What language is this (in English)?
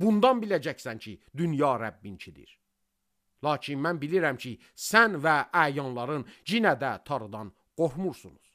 Azerbaijani